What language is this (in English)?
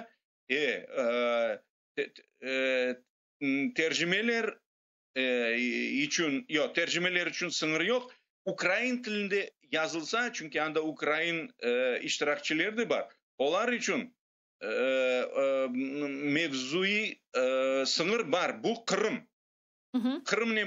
Crimean Tatar